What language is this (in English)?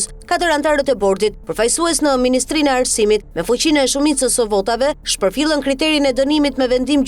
Albanian